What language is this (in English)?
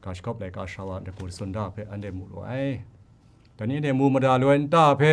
Kachin